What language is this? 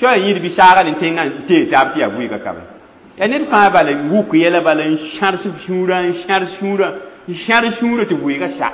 Mossi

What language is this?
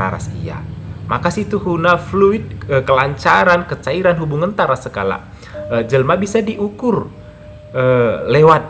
Batak Karo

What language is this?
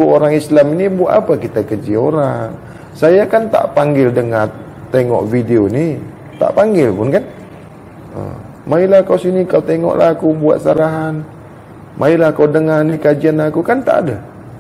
Malay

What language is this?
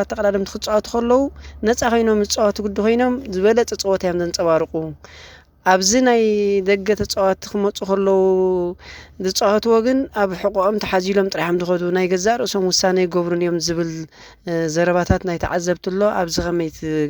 Tigrinya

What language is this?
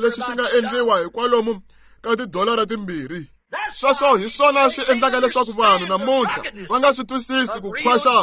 Tsonga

